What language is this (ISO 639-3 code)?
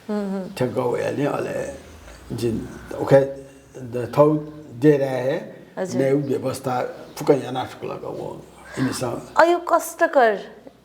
new